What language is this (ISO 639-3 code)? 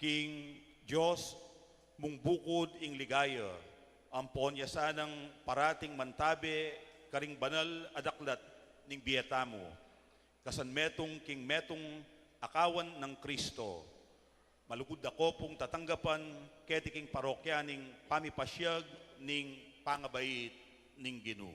pam